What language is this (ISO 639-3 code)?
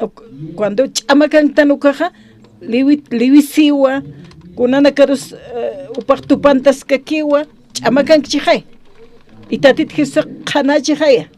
aym